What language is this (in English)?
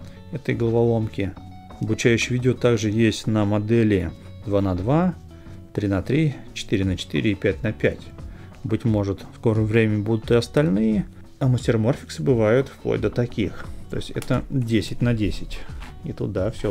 Russian